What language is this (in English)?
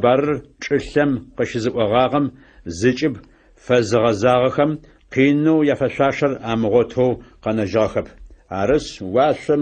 Adyghe